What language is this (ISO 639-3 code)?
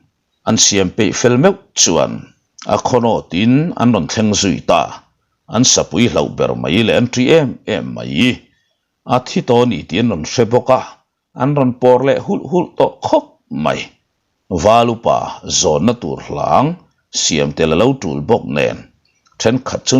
lus